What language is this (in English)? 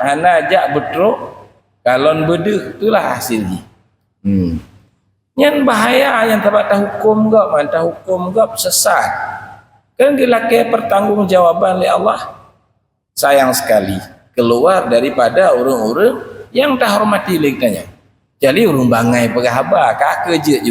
Achinese